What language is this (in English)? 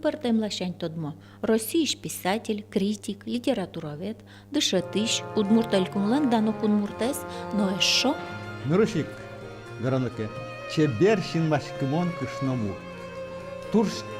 Udmurt